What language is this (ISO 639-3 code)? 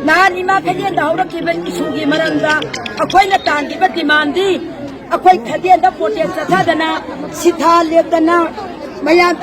mni